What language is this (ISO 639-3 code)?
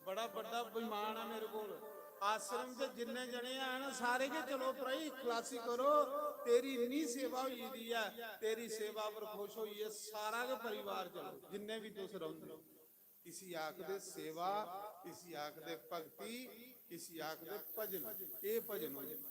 doi